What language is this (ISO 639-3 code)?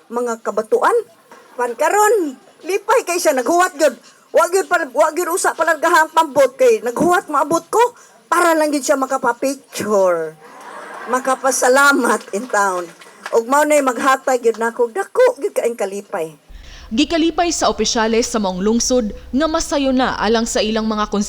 ceb